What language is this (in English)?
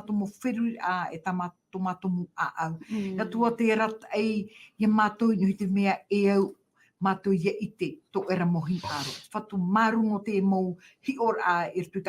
Tahitian